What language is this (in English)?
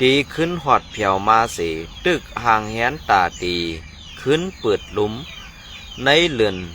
Shan